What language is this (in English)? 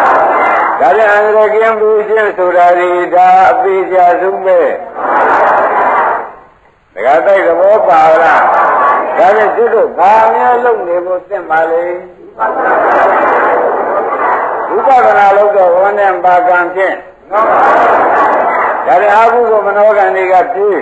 Burmese